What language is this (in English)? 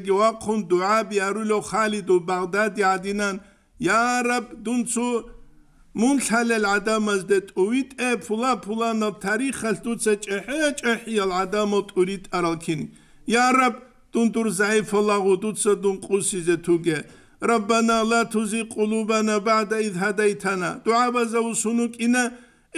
Avaric